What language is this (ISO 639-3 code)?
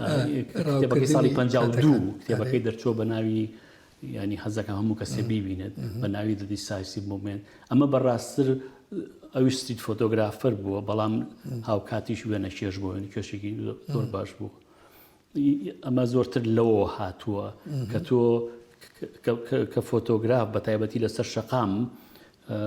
ckb